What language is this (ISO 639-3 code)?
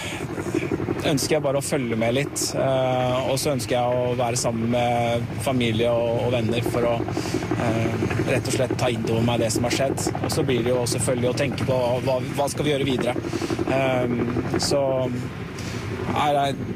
nor